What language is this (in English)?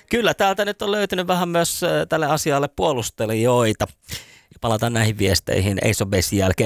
Finnish